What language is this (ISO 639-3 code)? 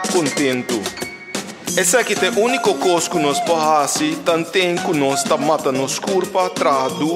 pap